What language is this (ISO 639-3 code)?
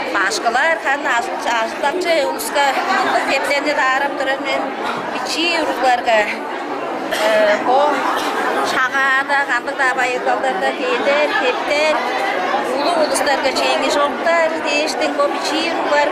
tyv